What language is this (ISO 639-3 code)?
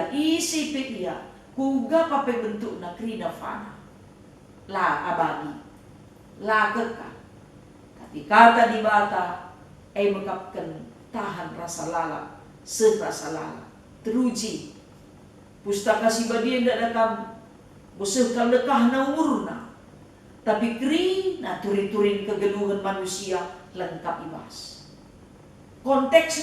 btx